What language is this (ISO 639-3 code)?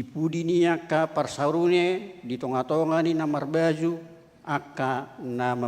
bbc